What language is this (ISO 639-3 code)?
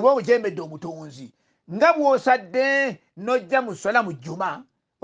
lug